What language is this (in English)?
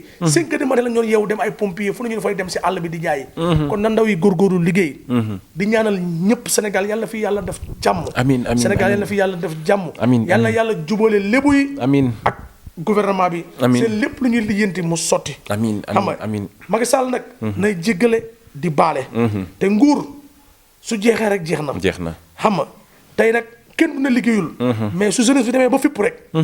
Wolof